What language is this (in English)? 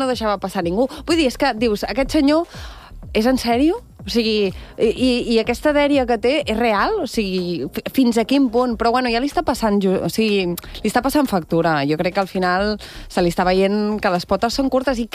Catalan